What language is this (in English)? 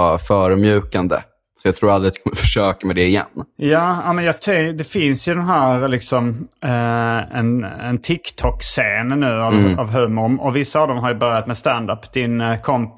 Swedish